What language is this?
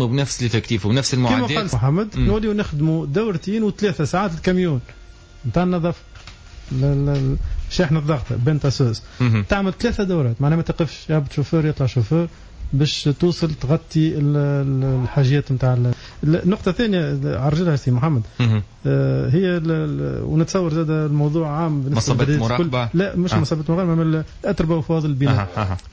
Tunisian Arabic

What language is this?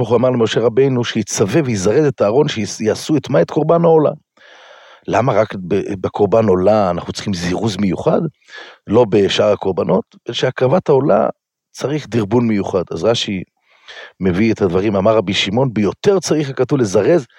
Hebrew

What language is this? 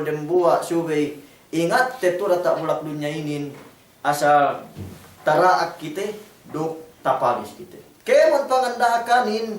Yakan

